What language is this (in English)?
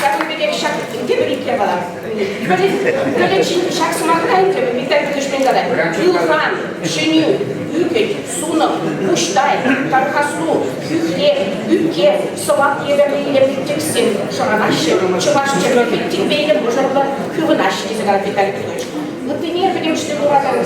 Chuvash